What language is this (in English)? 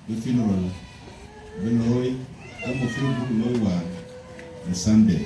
Dinka